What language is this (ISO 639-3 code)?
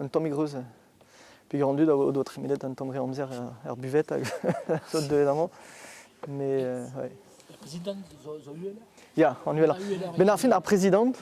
bre